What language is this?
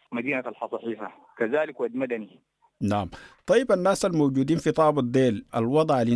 Sudanese Arabic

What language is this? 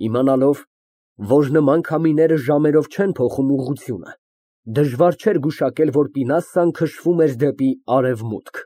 Armenian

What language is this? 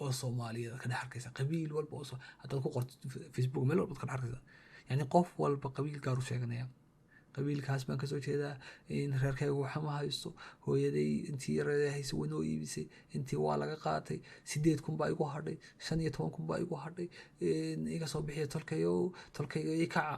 Somali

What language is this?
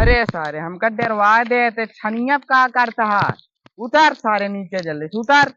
Awadhi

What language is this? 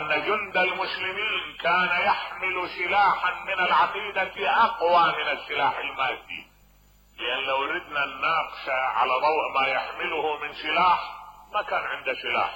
Mesopotamian Arabic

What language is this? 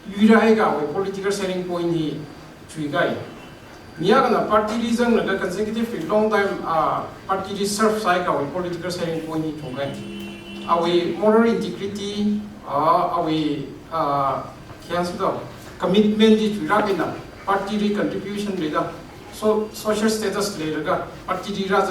Tangkhul Naga (India)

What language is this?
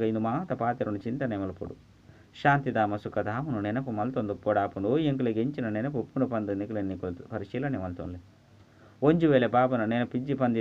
Tulu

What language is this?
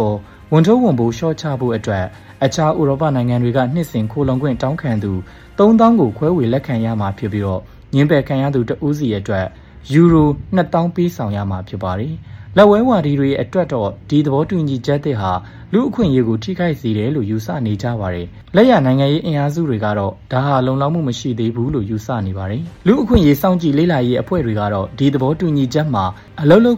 Burmese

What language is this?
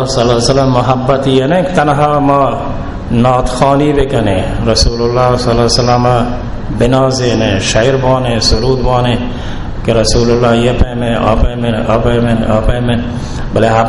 Baluchi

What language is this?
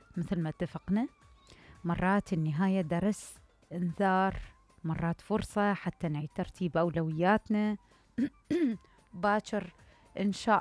Mesopotamian Arabic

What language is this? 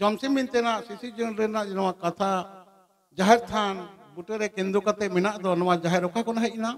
Santali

